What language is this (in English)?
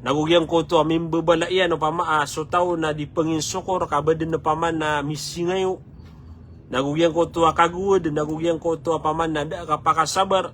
Maranao